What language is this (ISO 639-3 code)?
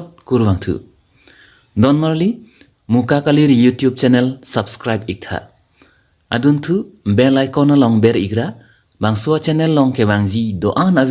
mjw